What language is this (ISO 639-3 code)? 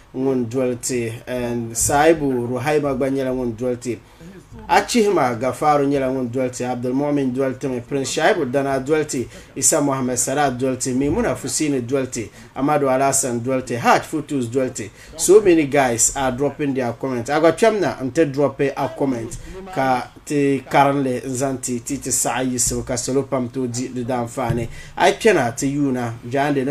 dag